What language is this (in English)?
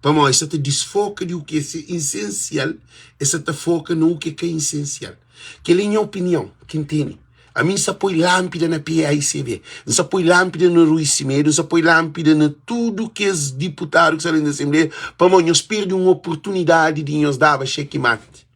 Kabuverdianu